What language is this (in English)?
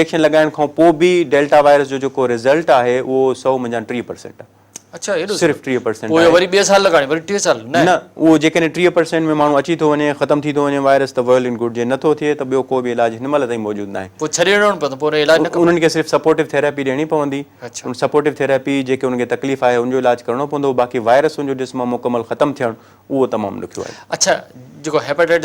Sindhi